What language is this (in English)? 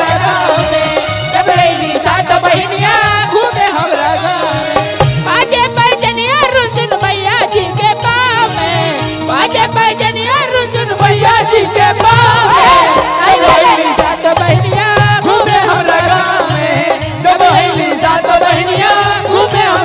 Bhojpuri